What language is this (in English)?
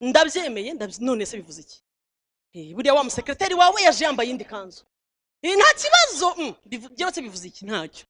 Kinyarwanda